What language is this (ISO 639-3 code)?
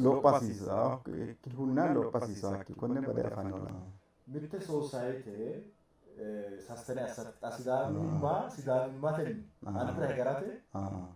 sid